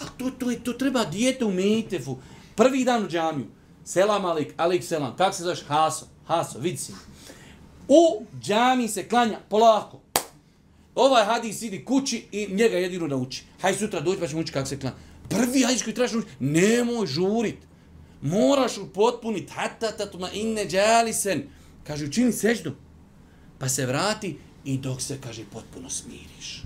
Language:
Bosnian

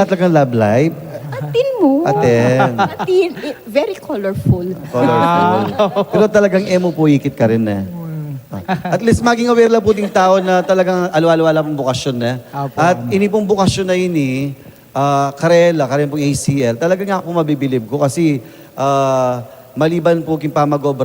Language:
Pampanga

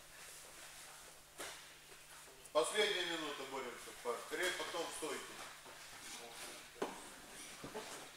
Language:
Russian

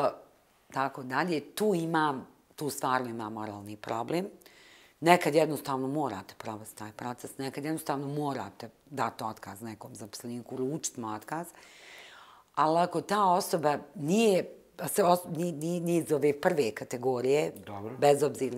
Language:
Bosnian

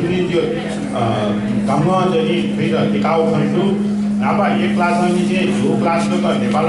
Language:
Newari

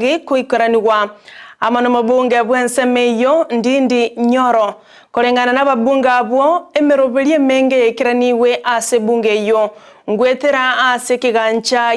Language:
Gusii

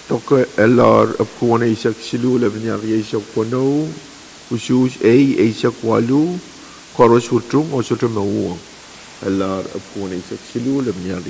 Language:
Pohnpeian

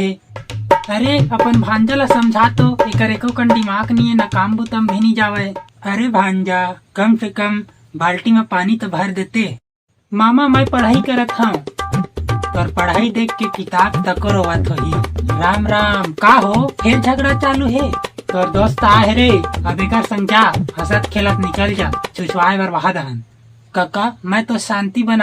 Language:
Chhattisgarhi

